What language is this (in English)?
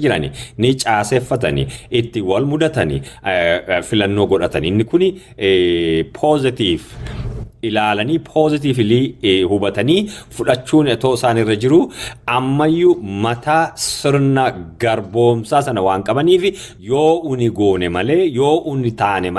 Oromo